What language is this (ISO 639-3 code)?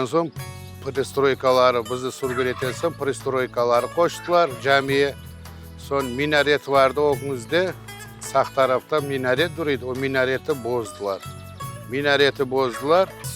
crh